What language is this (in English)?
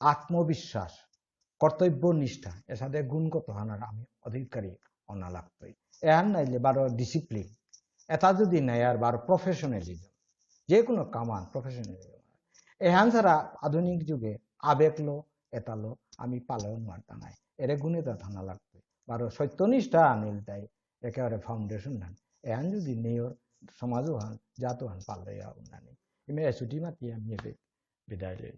Bishnupriya